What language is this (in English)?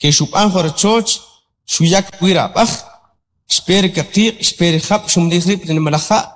Kʼicheʼ